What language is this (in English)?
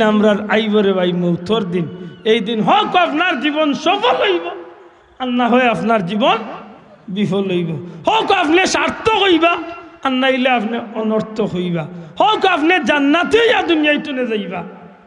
Sylheti